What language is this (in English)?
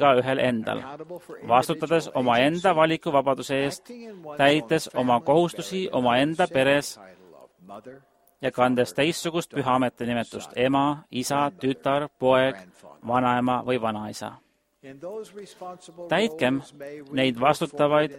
Estonian